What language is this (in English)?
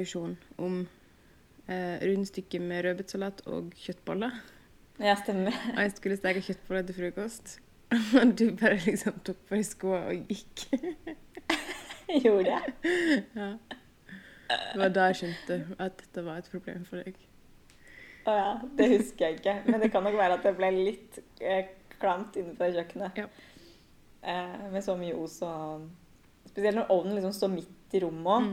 Norwegian